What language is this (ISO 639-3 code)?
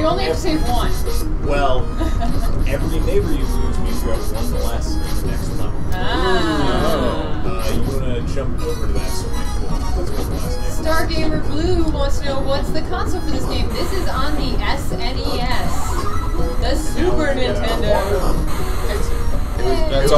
eng